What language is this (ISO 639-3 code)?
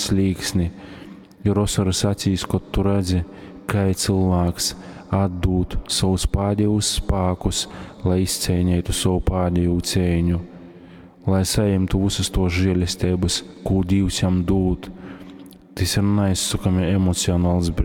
ltg